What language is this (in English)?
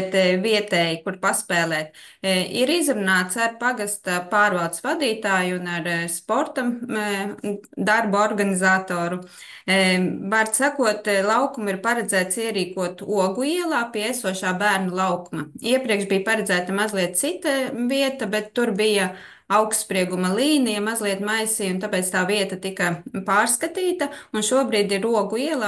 Latvian